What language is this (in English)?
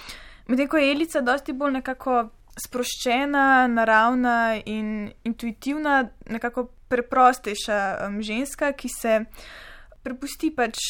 Slovenian